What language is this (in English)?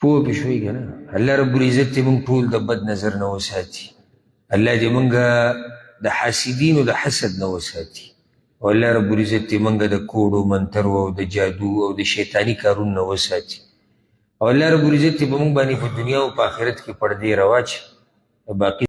Pashto